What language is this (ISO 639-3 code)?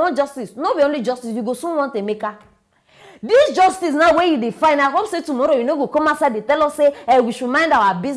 pcm